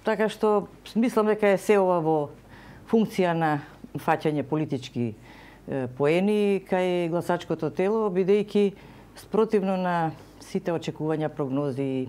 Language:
Macedonian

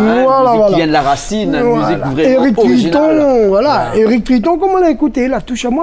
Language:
Réunion Creole French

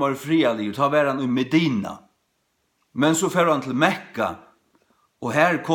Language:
Faroese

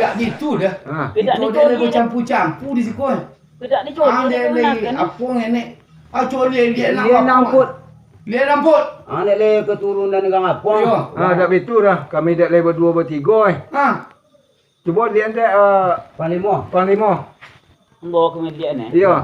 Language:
Minangkabau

